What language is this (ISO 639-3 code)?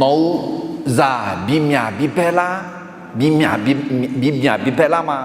ahk